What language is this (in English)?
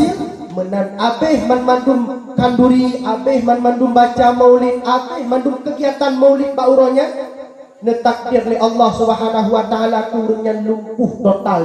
Achinese